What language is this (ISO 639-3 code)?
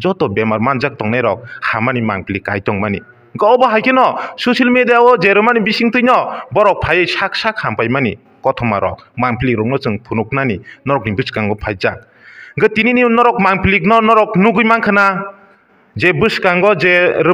trp